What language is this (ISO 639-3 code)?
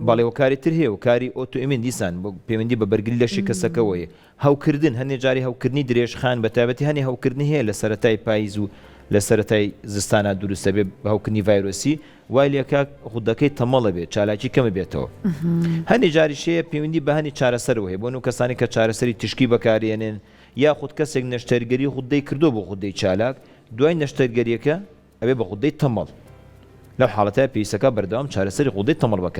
ckb